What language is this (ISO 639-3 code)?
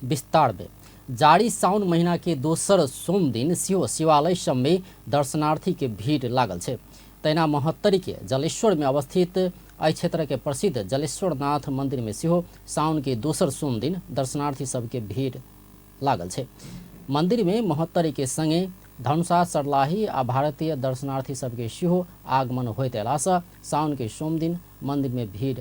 mai